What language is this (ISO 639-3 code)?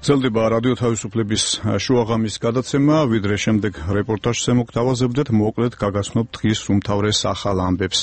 kat